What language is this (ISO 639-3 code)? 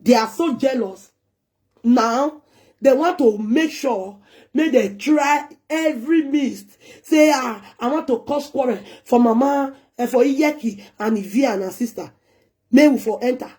pcm